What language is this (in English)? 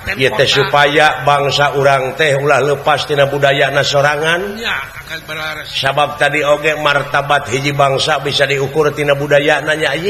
Sundanese